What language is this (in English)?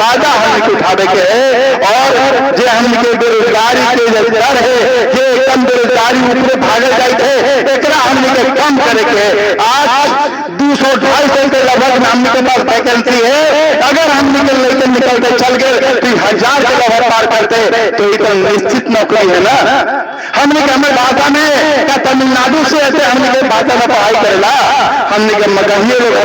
Magahi